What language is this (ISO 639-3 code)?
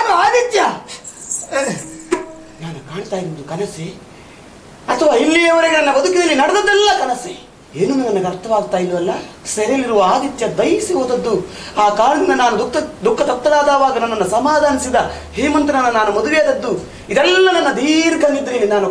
kan